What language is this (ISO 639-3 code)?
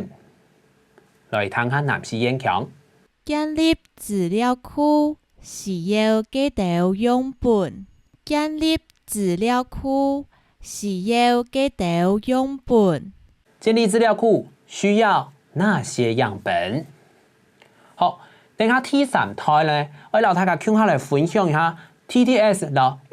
hak